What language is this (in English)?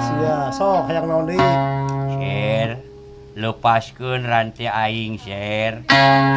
Sundanese